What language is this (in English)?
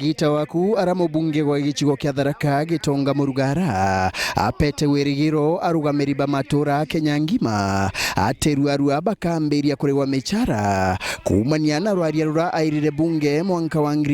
Meru